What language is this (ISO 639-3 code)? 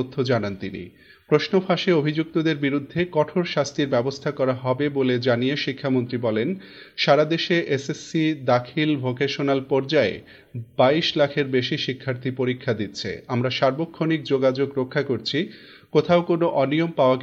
ben